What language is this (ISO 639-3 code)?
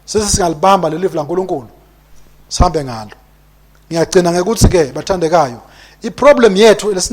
ssw